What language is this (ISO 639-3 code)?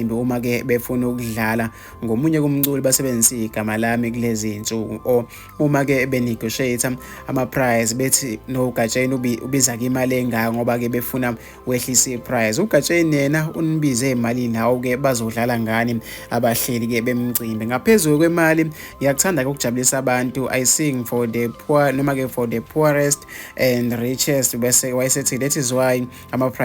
zul